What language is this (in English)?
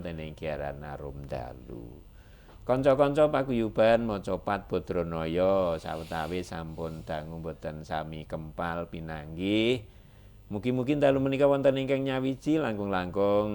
Javanese